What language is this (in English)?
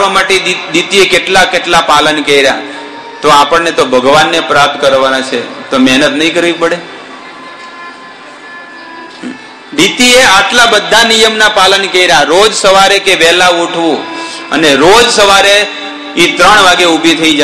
Gujarati